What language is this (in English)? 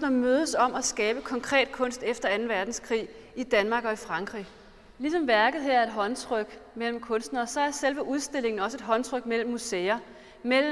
Danish